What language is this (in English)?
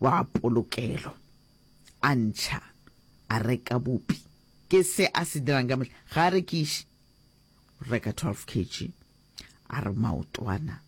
Northern Sotho